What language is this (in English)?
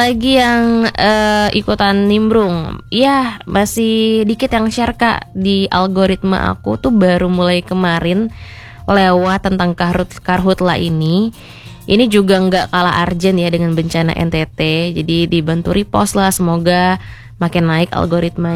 Indonesian